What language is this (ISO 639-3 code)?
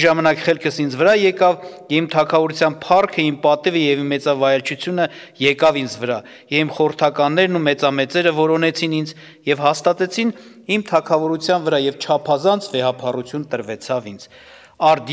hye